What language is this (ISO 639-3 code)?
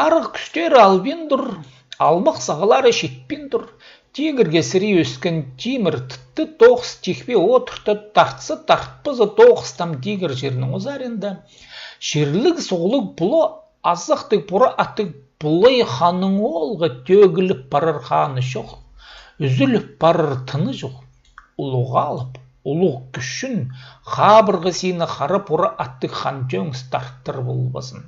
kjh